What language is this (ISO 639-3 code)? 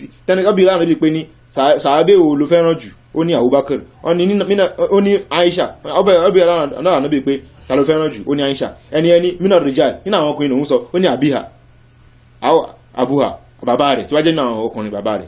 yor